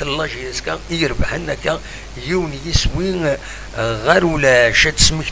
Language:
Kabyle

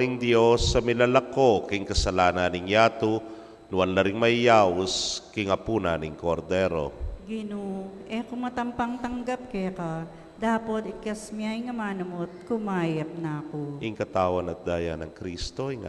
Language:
Pampanga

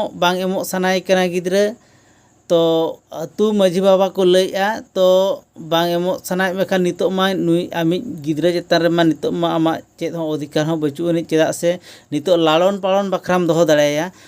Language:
Santali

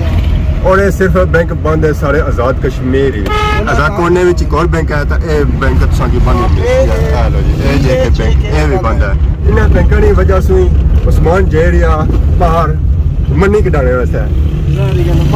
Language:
Pahari-Potwari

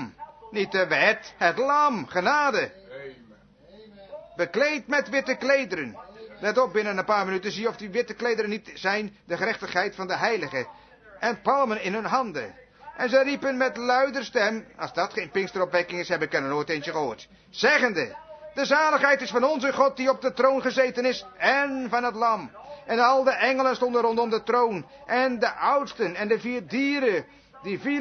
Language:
Dutch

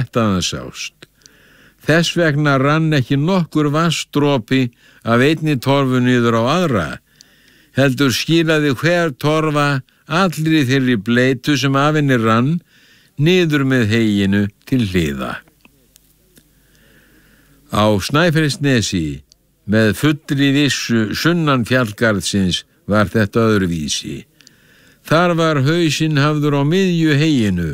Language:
Icelandic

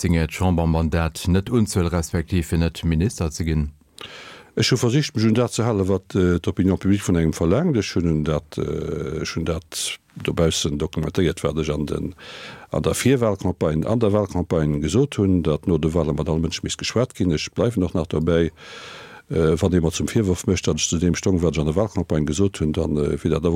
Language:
Luxembourgish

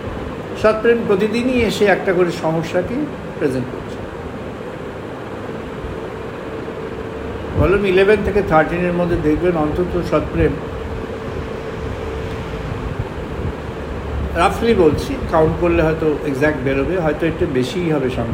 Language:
Bangla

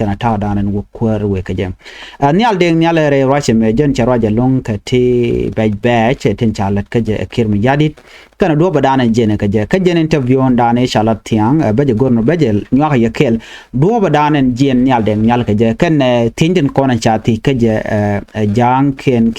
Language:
Nuer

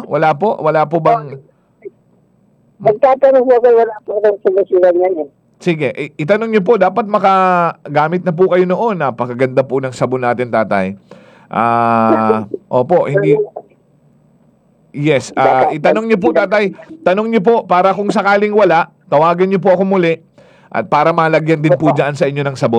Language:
Filipino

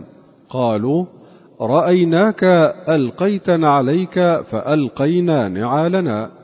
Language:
Arabic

